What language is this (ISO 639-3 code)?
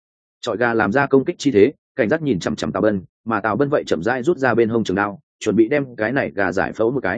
vie